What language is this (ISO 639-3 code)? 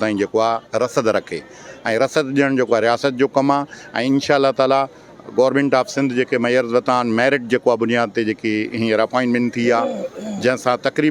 snd